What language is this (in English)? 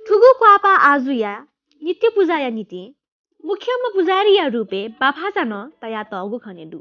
Newari